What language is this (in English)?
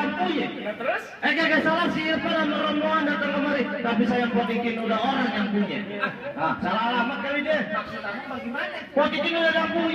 Betawi